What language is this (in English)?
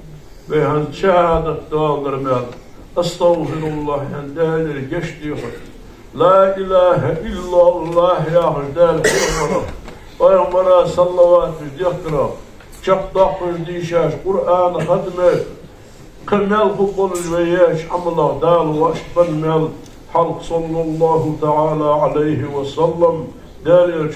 Ingush